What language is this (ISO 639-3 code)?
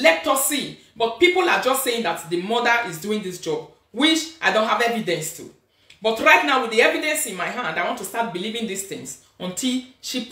pcm